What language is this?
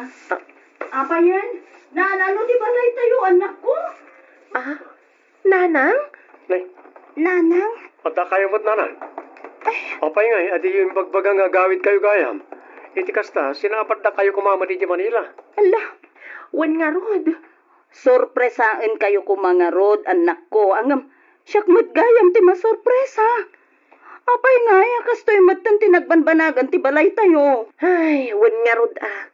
Iloko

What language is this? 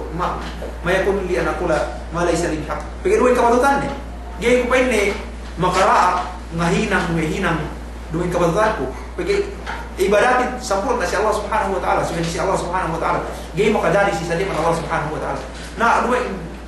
Yakan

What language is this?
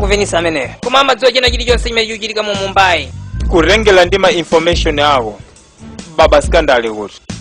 Nyanja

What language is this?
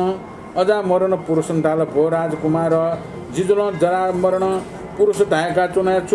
Newari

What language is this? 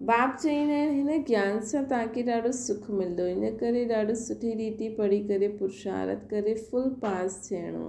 Sindhi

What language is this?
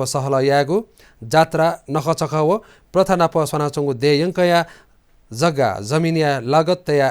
Newari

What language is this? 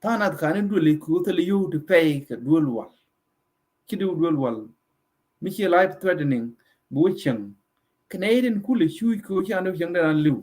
Nuer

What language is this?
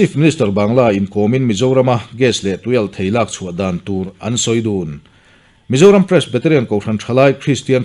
Mizo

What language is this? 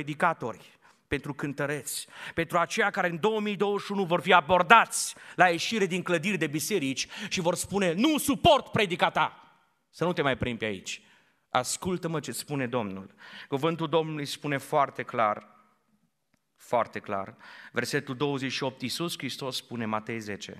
Romanian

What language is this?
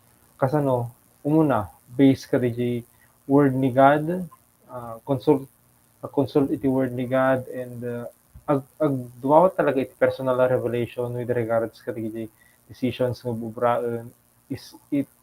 Iloko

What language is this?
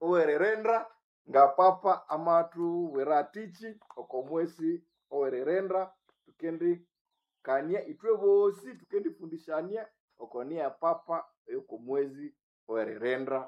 Nande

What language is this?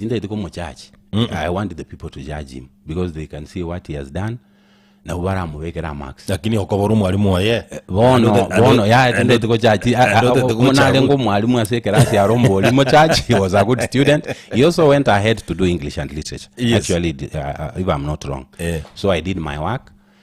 Gusii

